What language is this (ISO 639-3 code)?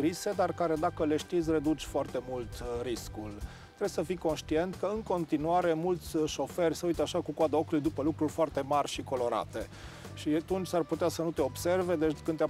ron